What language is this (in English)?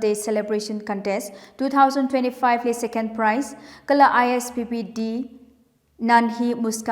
Tangkhul Naga (India)